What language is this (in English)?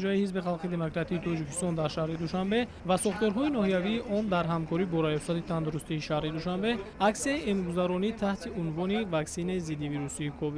Tajik